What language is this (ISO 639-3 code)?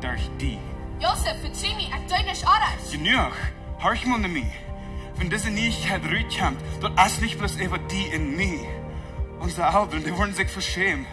pdt